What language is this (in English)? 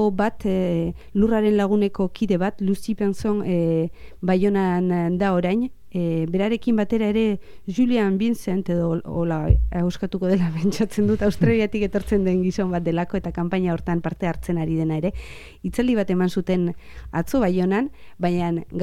Basque